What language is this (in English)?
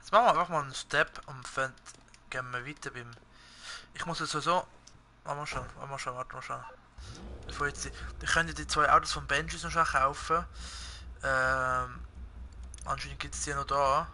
Swiss German